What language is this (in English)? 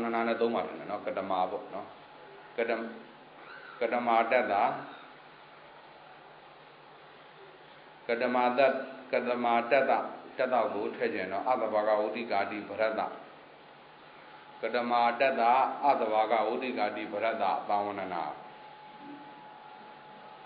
Burmese